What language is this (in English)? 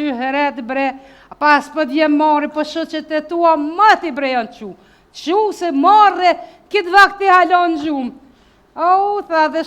Albanian